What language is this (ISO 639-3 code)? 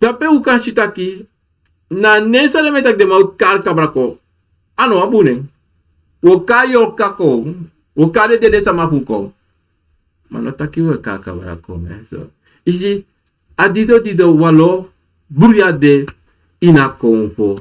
srn